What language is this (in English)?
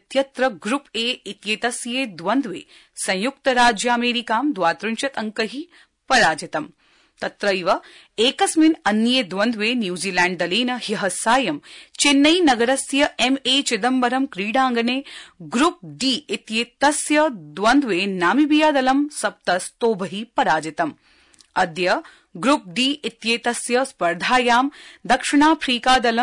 Sanskrit